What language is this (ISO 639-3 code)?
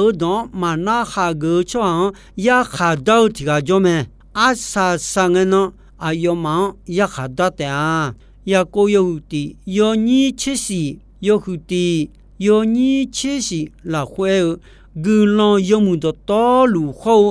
ahk